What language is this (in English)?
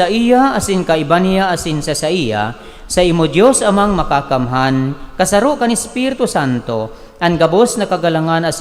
Bikol